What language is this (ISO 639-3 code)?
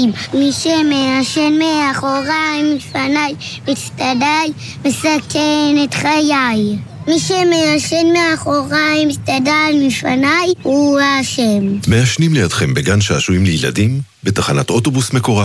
heb